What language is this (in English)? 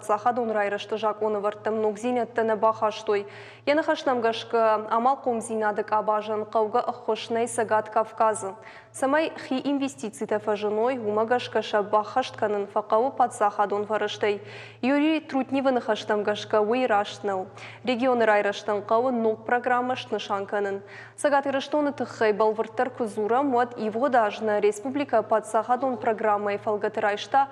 Ossetic